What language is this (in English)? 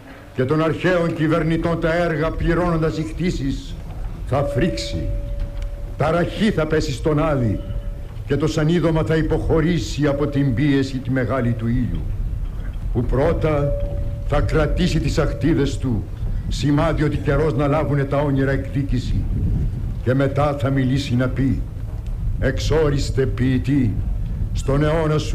Greek